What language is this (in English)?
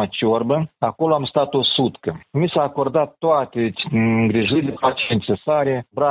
Romanian